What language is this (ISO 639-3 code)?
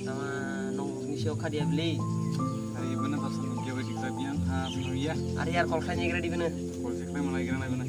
trp